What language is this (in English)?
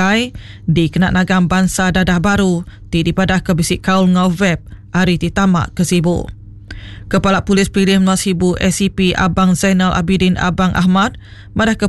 Iban